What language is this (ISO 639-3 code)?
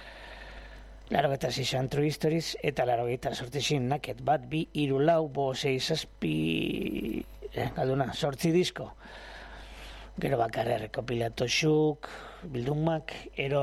eus